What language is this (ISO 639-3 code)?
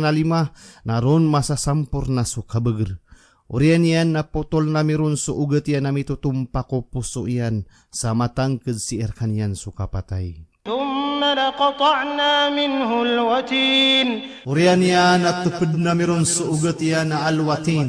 mrw